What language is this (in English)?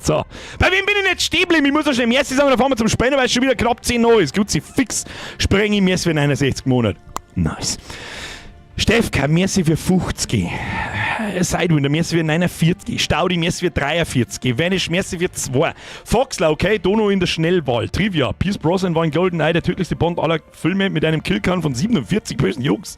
Bavarian